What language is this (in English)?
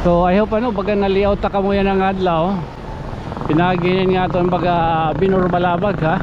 Waray